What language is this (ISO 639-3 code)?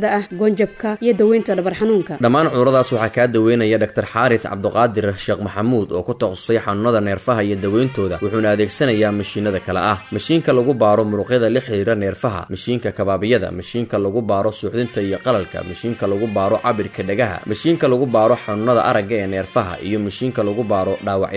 som